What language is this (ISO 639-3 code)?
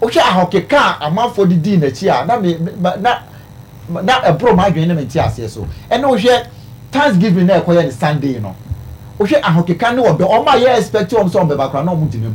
aka